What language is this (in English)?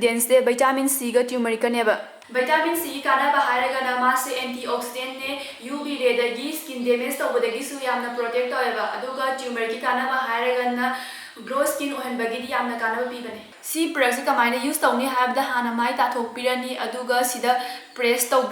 Manipuri